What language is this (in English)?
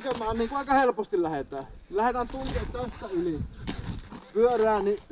Finnish